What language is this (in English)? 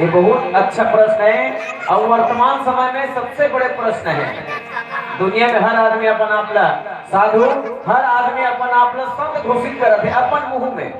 Chhattisgarhi